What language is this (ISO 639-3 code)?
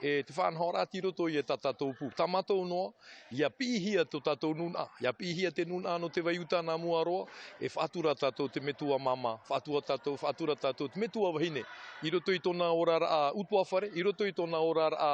tah